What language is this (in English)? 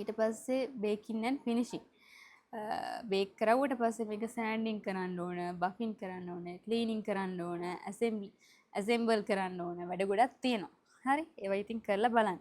Sinhala